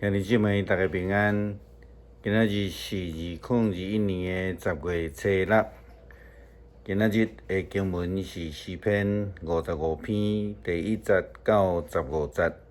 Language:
Min Nan Chinese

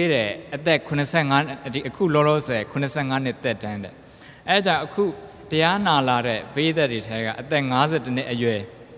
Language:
Burmese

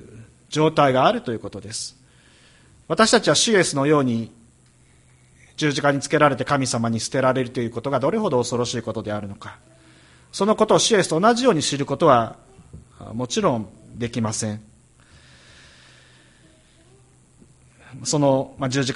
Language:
Japanese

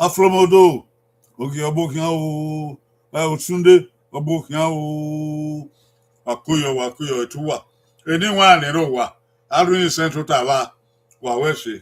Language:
Bini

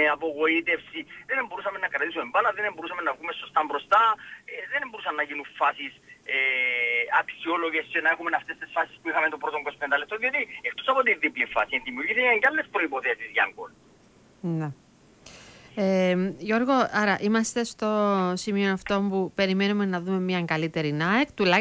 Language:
Greek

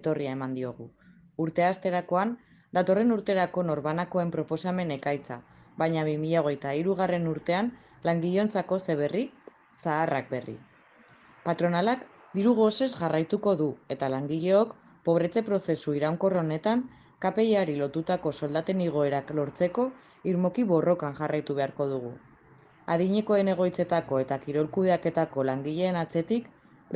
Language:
Basque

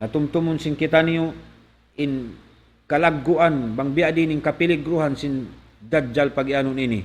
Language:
Tausug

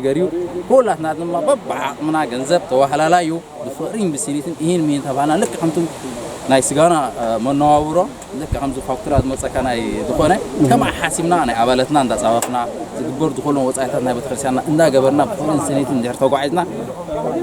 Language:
Tigrinya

